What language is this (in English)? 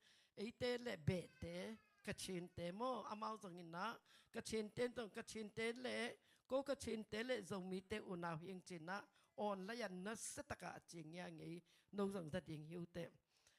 Tedim Chin